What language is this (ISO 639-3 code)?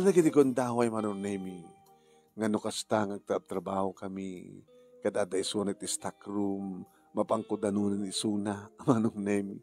ilo